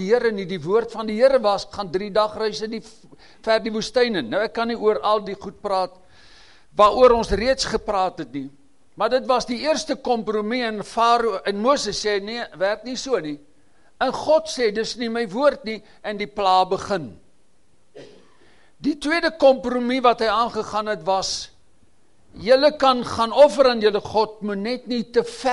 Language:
Afrikaans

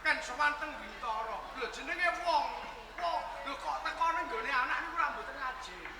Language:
Javanese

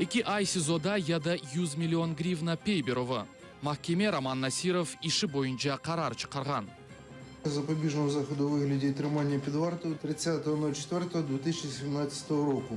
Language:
Crimean Tatar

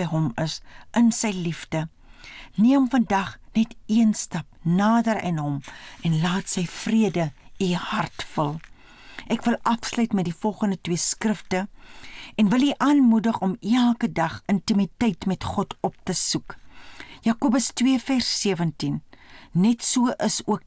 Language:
Afrikaans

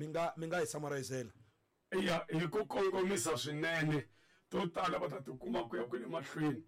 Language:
Tsonga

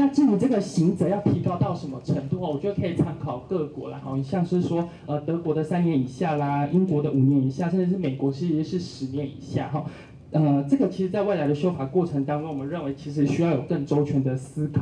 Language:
Chinese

